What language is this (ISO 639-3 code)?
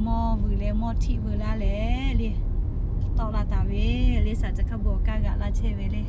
lhu